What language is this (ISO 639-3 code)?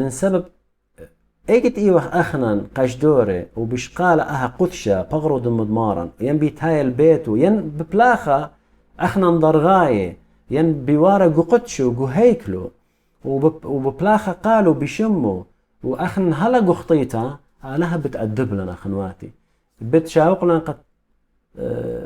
aii